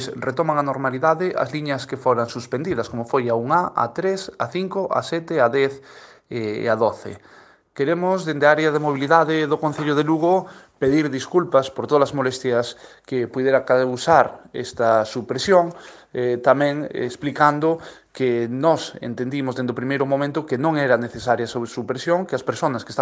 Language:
Galician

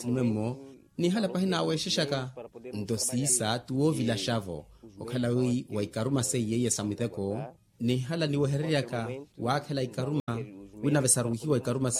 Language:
Makhuwa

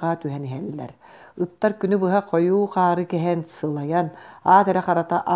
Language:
Yakut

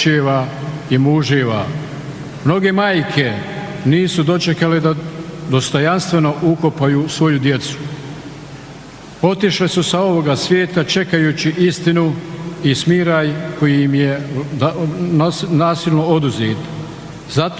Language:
Bosnian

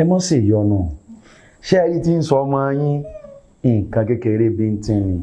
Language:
Yoruba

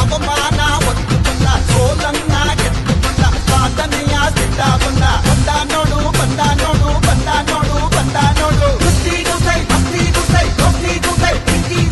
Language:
Kannada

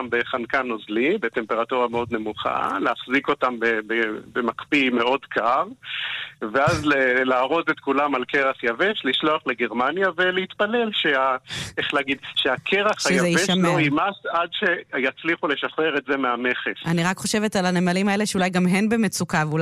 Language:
Hebrew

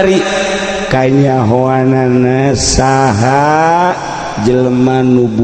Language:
Sundanese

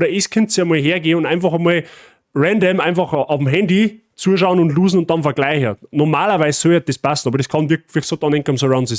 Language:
Bavarian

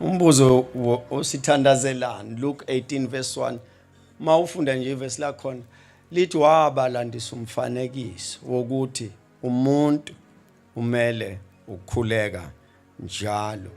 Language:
Zulu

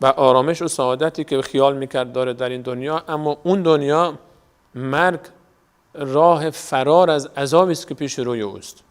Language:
Persian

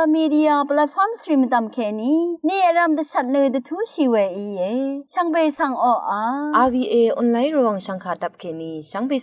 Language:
Rawang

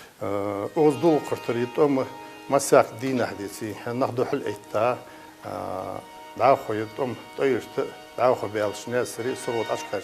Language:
Ingush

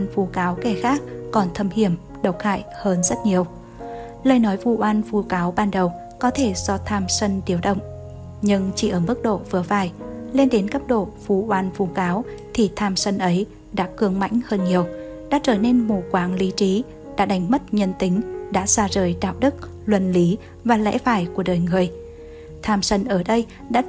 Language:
Vietnamese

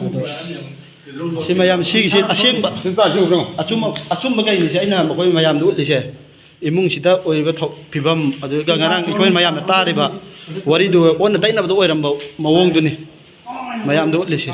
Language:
Manipuri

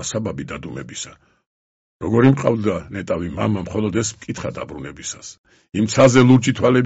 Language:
Georgian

